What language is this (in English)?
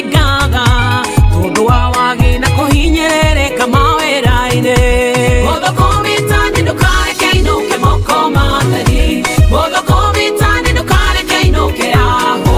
Kikuyu